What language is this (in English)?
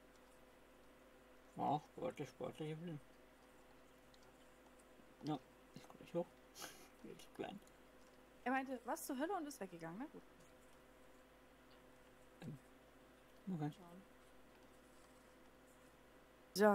German